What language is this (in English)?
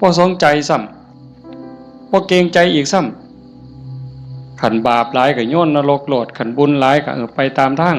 Northeastern Thai